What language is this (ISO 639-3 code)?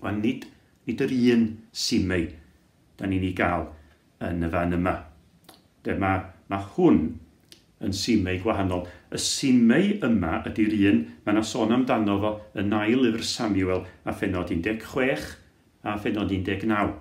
cym